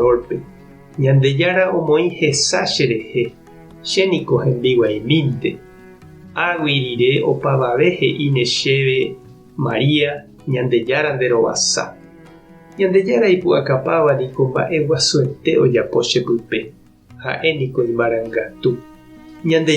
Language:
Guarani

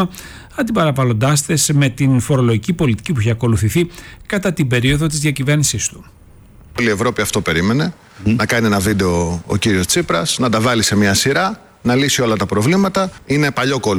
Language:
Greek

